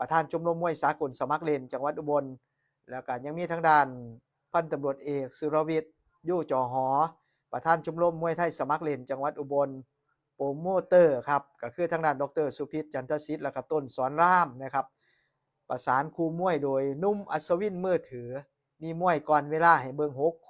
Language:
Northeastern Thai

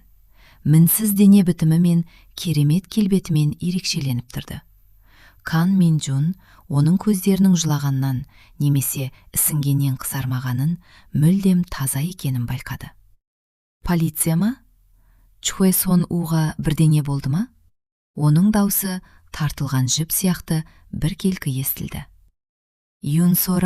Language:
Kazakh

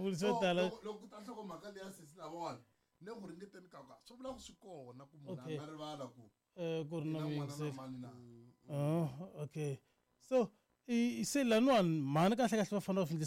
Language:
Tsonga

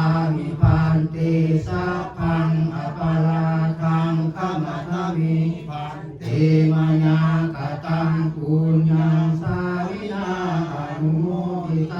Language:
Pali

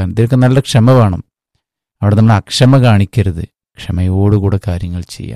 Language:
Malayalam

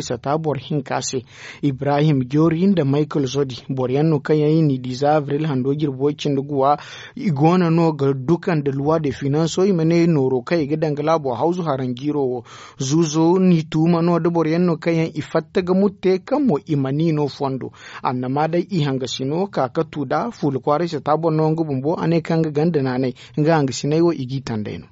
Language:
Zarma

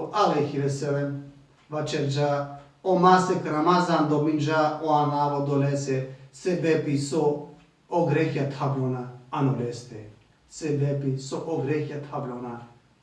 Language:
Balkan Romani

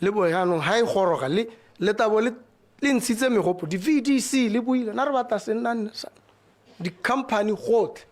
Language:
Tswana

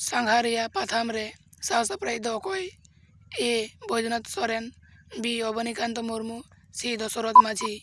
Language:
Santali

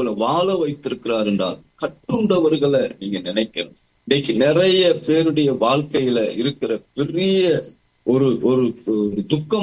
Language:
Tamil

